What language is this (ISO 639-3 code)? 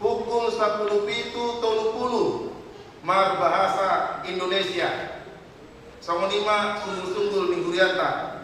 bbc